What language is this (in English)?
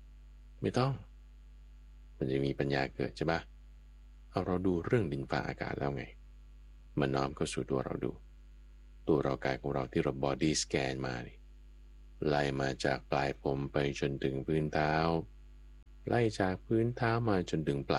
Thai